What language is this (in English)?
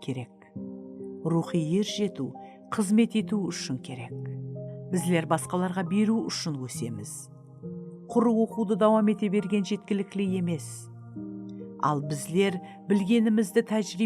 Kara-Kalpak